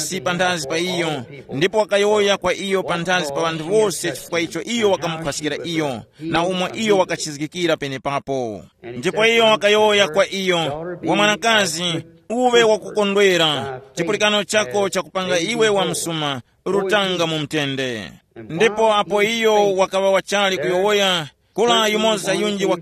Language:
Tumbuka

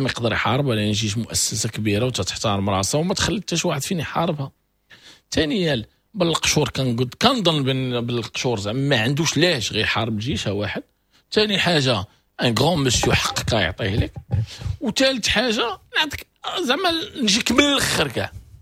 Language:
Moroccan Arabic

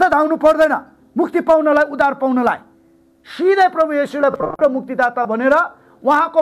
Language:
Nepali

